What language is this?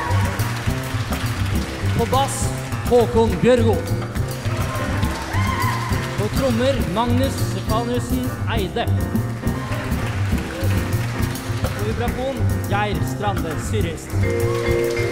Norwegian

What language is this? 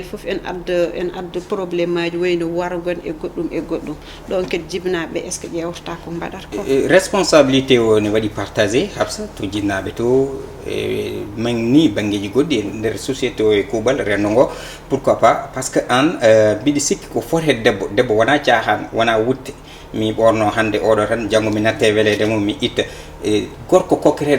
Fula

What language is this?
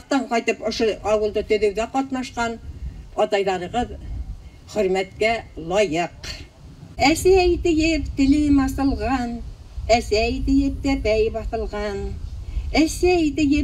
Bashkir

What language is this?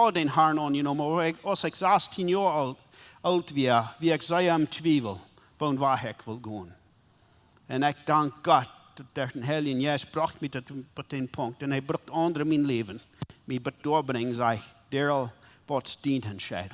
Plautdietsch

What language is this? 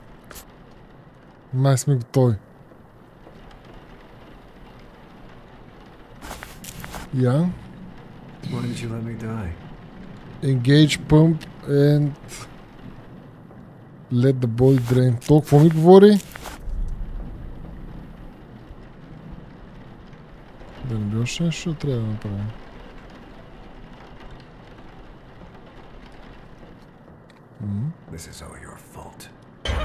Bulgarian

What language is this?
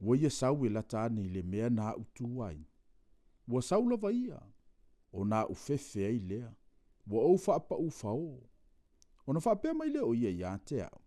Samoan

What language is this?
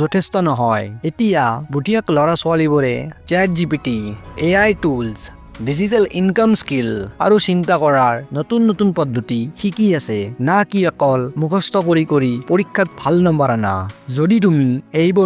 Assamese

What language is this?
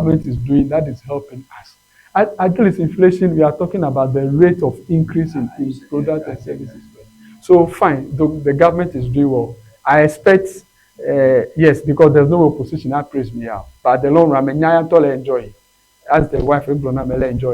Ewe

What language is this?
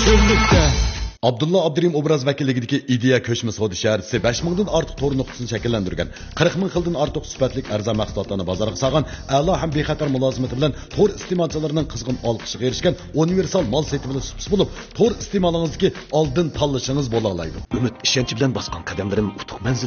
Uyghur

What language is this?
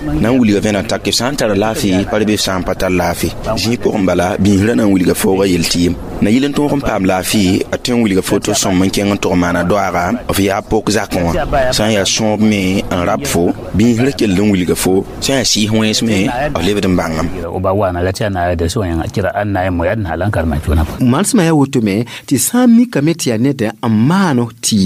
Mossi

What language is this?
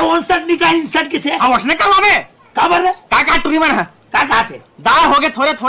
Chhattisgarhi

